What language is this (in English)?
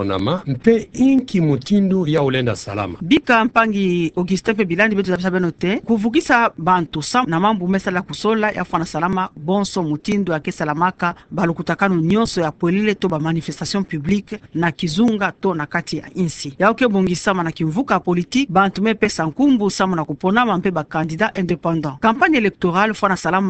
Kituba (Democratic Republic of Congo)